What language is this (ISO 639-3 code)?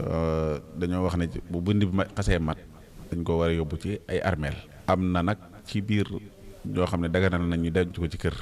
wol